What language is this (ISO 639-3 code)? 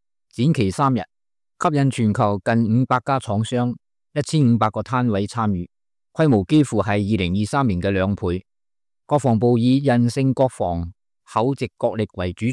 yue